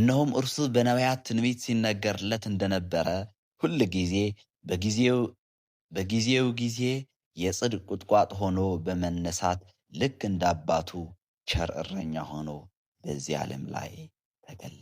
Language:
Amharic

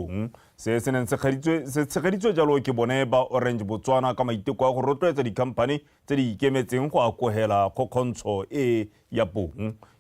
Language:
Tswana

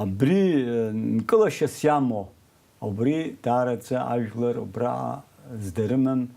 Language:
Abkhazian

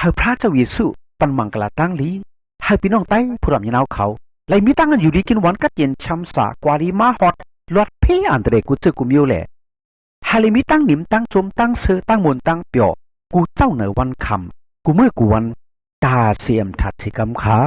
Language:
Shan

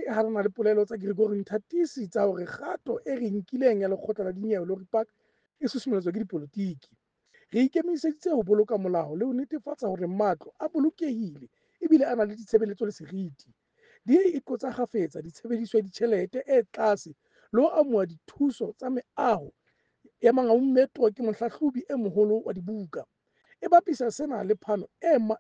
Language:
Southern Sotho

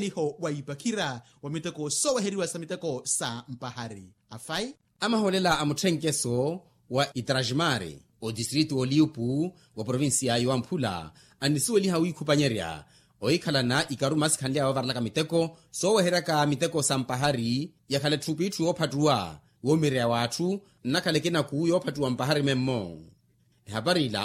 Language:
Makhuwa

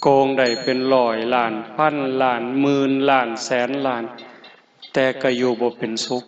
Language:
Northeastern Thai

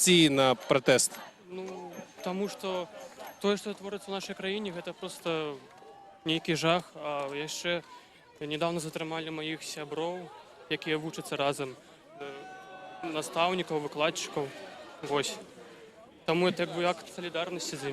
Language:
Belarusian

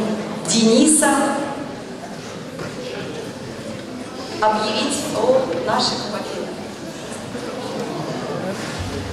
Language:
Russian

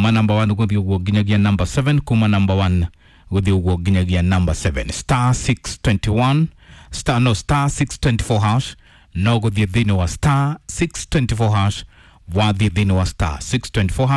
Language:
Kikuyu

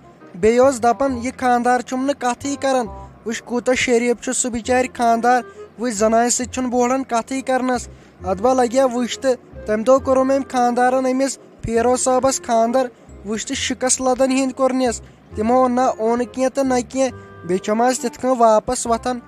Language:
Kashmiri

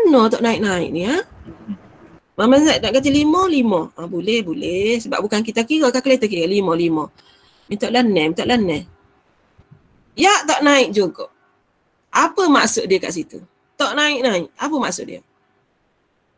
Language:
Malay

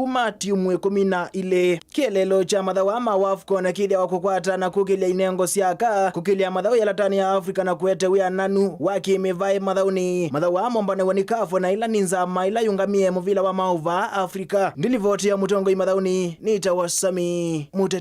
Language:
Kamba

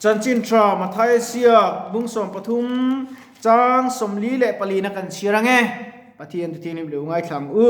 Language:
Mizo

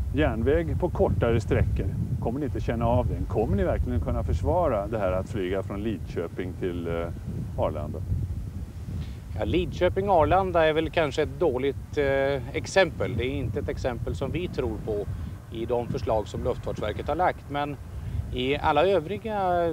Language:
Swedish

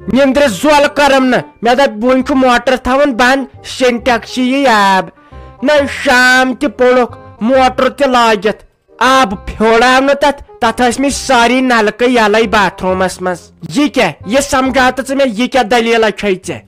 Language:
Kashmiri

